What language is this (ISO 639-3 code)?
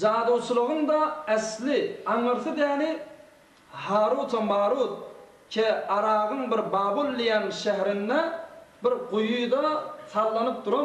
tuk